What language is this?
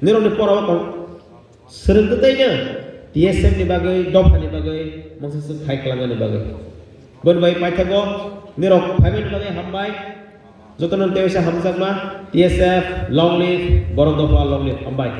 Kok Borok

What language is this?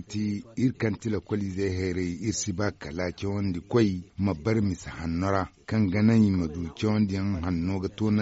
Zarma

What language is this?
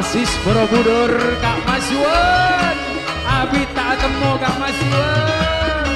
Madurese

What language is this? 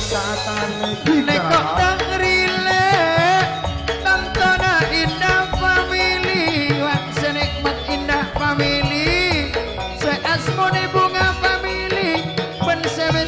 Madurese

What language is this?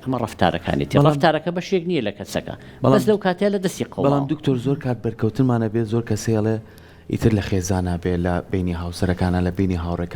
Central Kurdish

